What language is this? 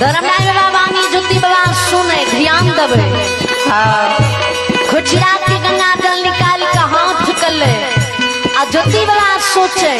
Maithili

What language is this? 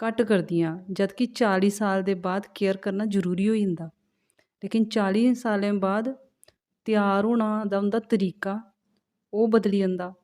Dogri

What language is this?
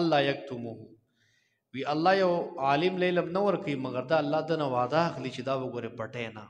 Pashto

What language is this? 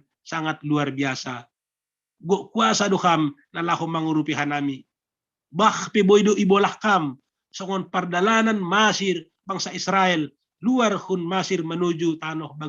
Batak Simalungun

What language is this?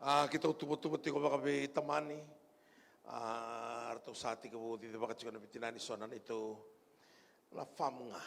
Fijian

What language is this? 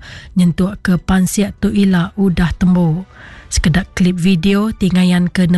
Iban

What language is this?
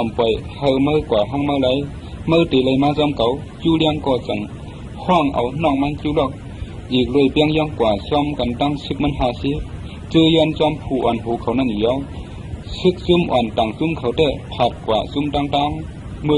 Shan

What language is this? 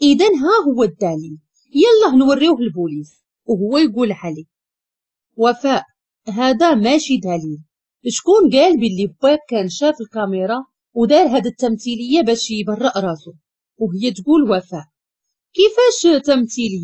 Moroccan Arabic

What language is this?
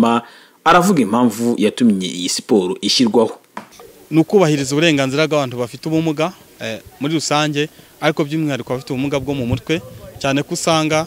Kinyarwanda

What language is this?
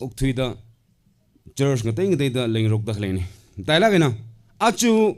Tangkhul Naga (India)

